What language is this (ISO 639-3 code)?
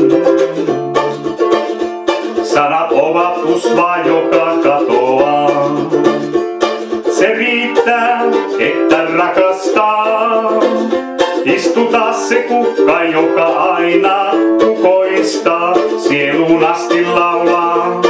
fin